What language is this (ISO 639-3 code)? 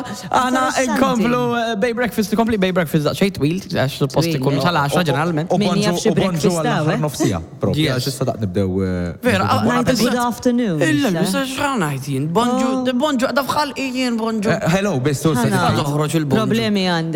mlt